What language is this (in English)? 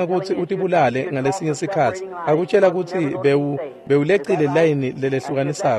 Swati